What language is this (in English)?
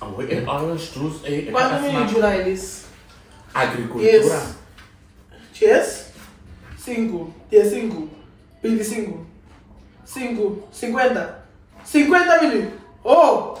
Papiamento